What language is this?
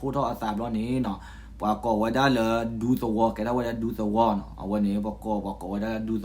S'gaw Karen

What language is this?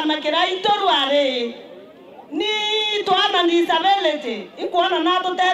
Meru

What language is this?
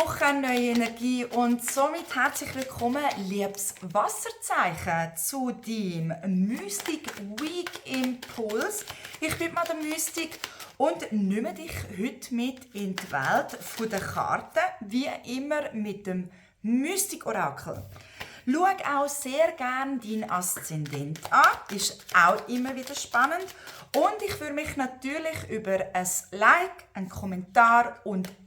Swiss German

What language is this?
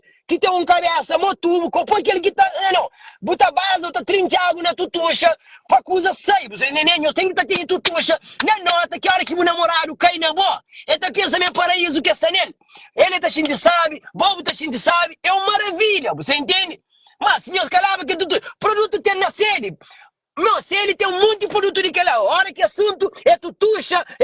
Kabuverdianu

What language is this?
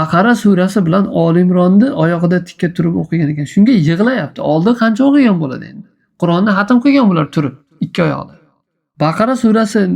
Uzbek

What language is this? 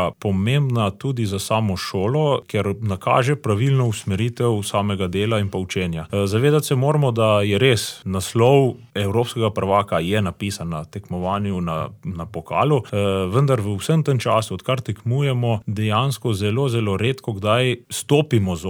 Slovenian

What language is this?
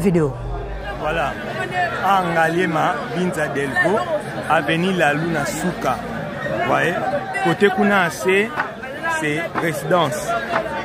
Lingala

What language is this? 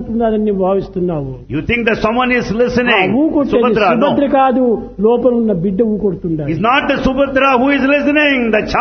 Telugu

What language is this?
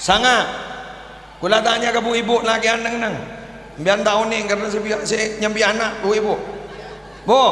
Madurese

